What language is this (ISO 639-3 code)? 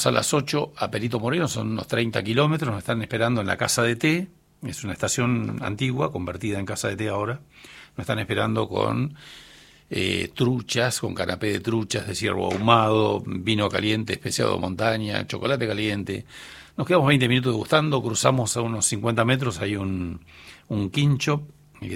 spa